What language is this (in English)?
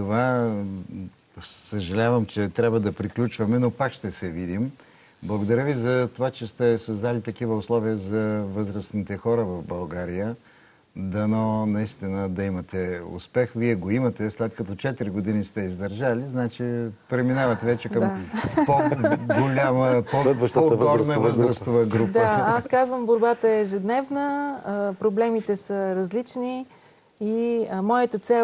Bulgarian